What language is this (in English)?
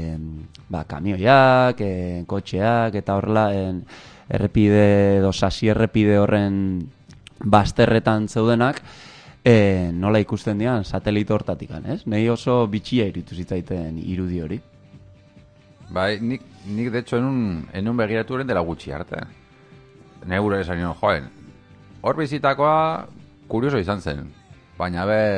Basque